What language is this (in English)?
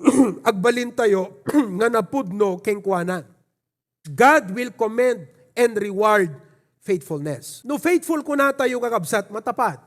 Iloko